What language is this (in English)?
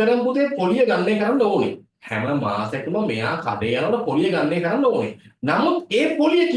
Sinhala